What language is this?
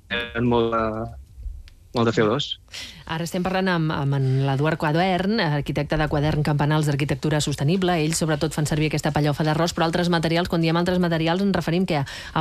Catalan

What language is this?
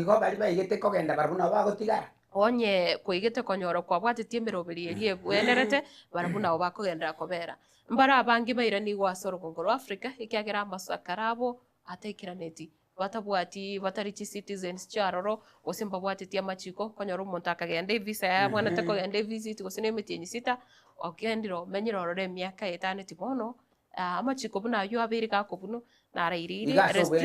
Gusii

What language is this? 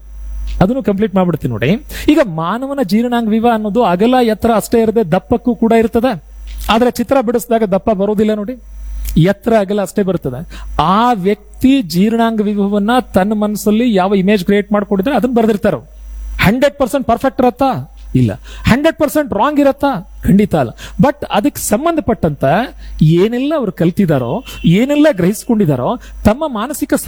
Kannada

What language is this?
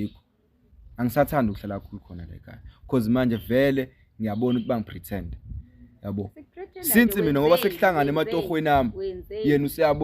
Zulu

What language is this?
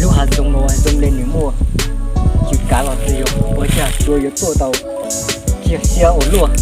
Hmong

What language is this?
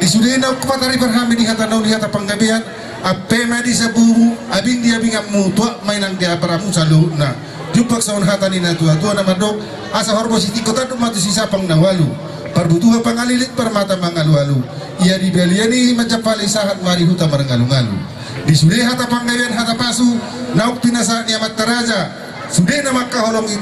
Batak Toba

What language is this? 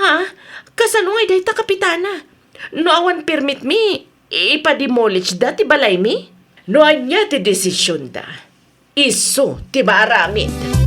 Iloko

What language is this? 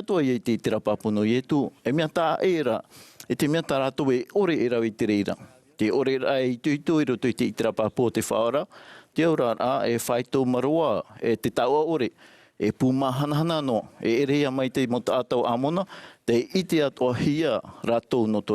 Tahitian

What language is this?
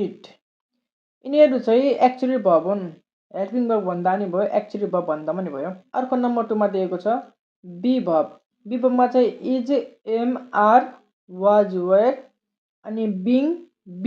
Nepali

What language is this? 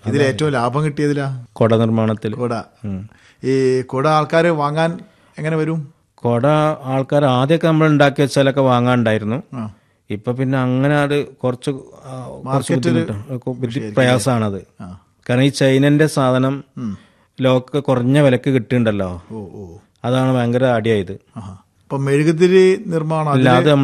Malayalam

